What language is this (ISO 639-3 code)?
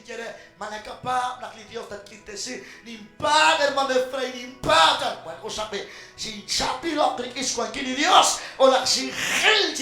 kek